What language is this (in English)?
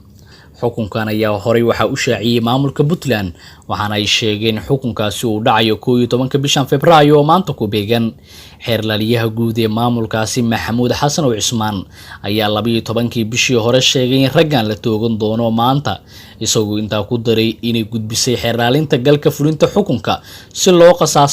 Somali